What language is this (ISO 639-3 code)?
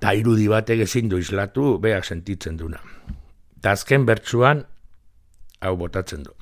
eus